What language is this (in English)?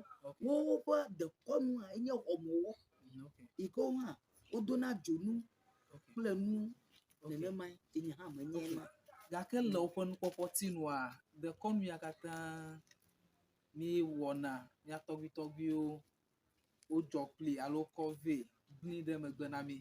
Ewe